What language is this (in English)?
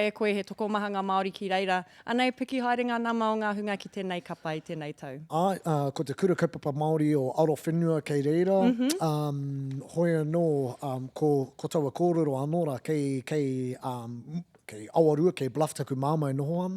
Māori